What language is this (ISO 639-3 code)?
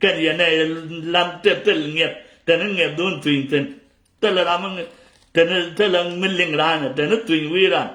nus